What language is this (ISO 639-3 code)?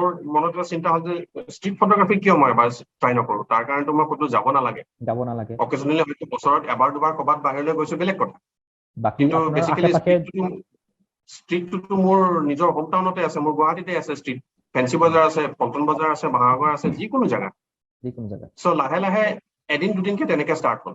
asm